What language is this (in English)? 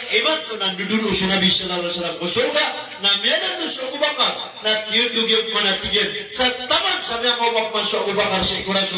Maranao